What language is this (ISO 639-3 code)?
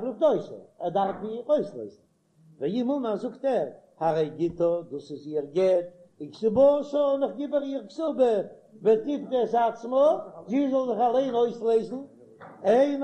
yid